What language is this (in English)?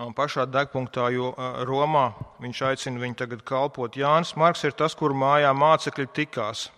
Latvian